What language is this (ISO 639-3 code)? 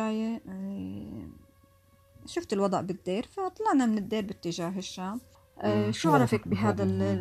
apc